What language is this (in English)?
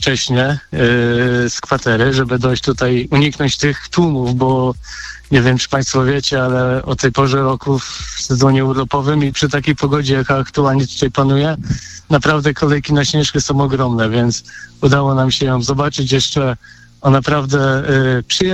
Polish